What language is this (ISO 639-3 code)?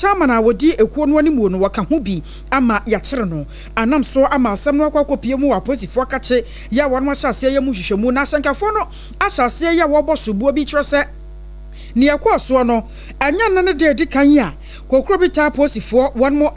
aka